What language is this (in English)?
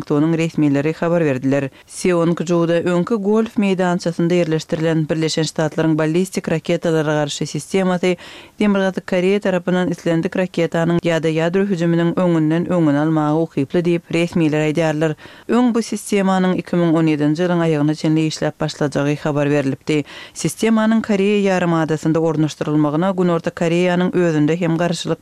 Kyrgyz